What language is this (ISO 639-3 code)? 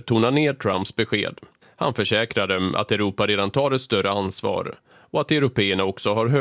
swe